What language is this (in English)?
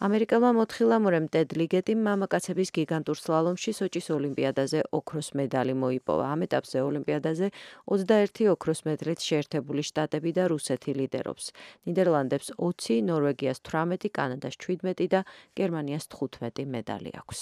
Georgian